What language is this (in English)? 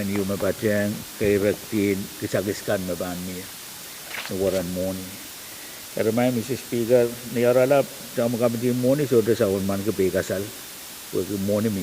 Pohnpeian